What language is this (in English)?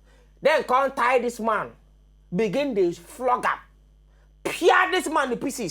Nigerian Pidgin